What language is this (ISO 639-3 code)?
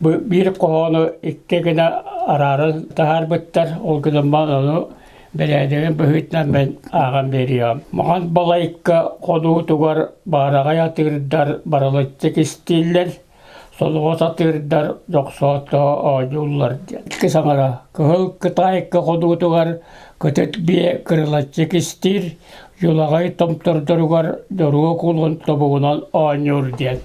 sah